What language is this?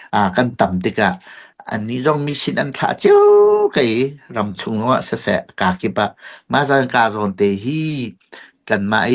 Hakha Chin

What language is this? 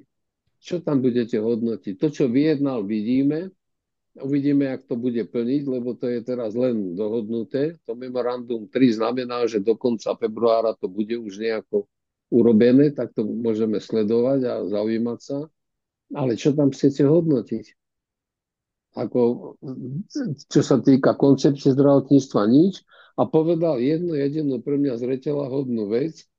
Slovak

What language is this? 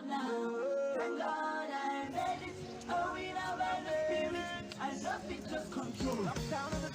Ewe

